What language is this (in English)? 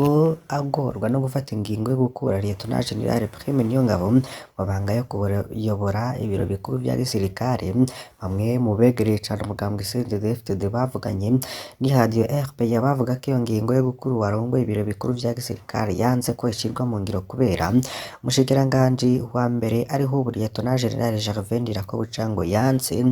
Rundi